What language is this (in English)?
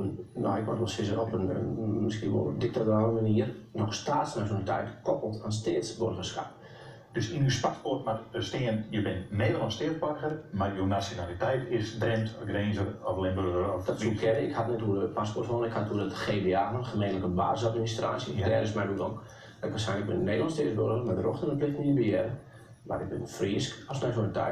Western Frisian